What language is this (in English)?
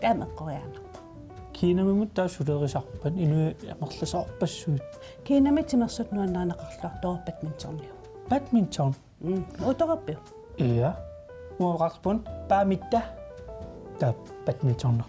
Kalaallisut